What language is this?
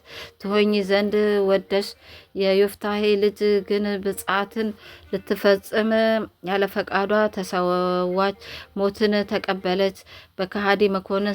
Amharic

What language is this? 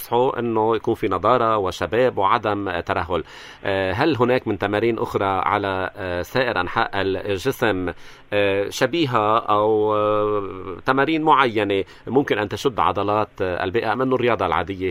North Levantine Arabic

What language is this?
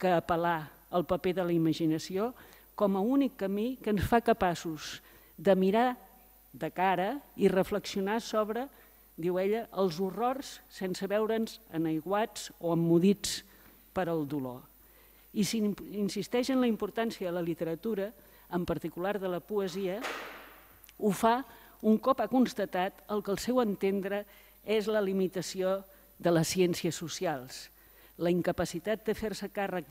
Catalan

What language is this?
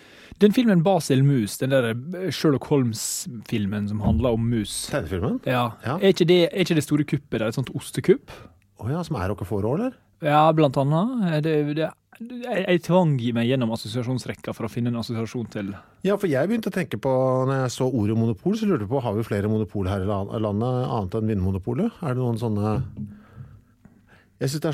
Norwegian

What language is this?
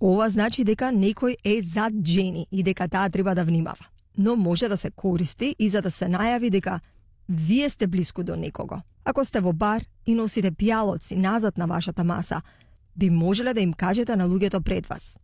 Macedonian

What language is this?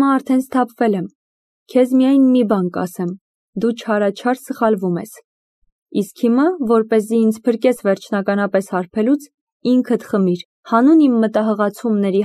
Armenian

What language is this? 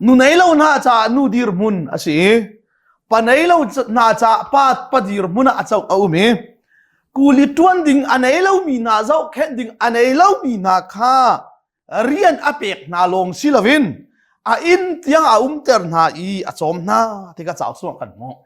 Hakha Chin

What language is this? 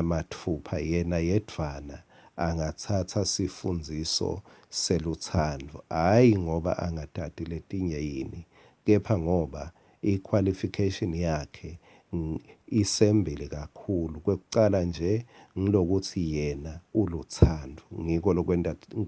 Swati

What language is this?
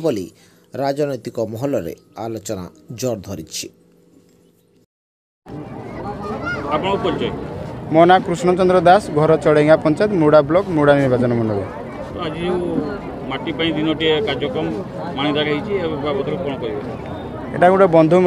Odia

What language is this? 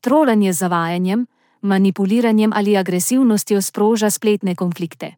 Slovenian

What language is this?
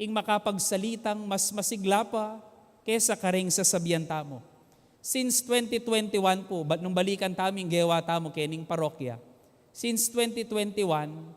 Pampanga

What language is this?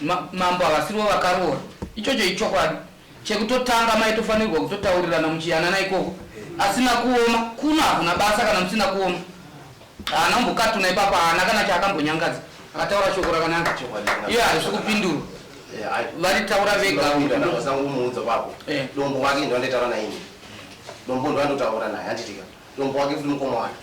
Shona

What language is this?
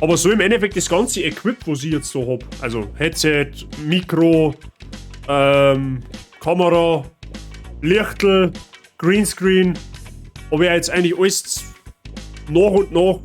Bavarian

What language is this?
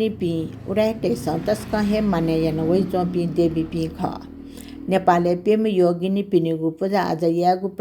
Newari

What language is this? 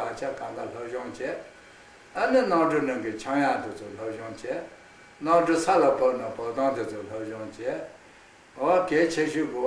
Tibetan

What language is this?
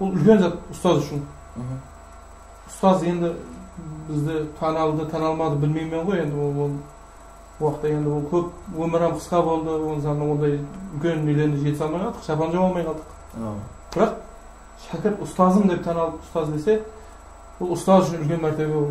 Kara-Kalpak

